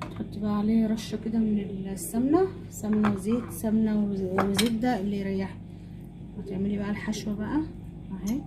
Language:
Egyptian Arabic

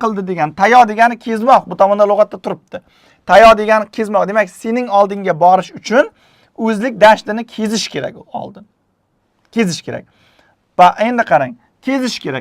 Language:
Uzbek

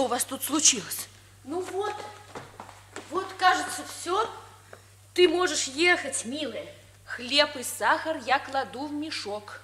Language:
Russian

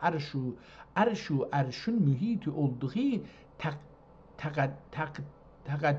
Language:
South Azerbaijani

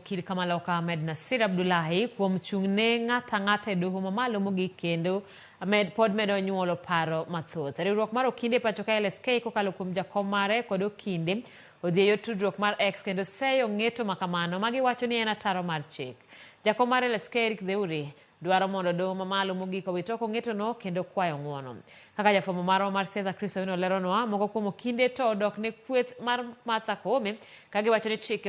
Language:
Luo (Kenya and Tanzania)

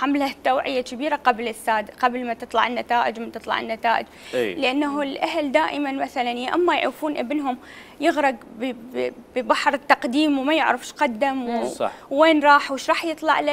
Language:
Mesopotamian Arabic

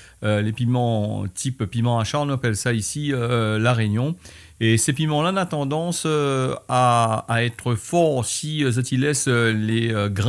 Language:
Réunion Creole French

